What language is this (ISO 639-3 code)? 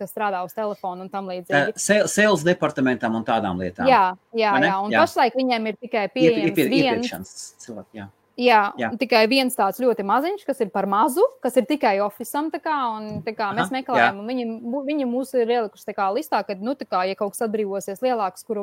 lav